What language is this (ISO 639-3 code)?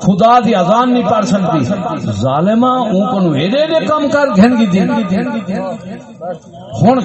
skr